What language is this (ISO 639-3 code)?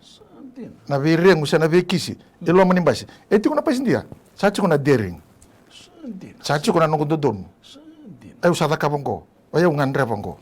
fij